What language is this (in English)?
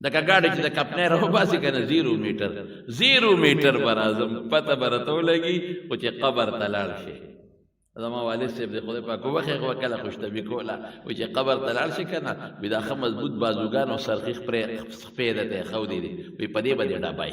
Pashto